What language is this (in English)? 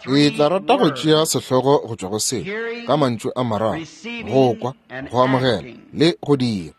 Northern Sotho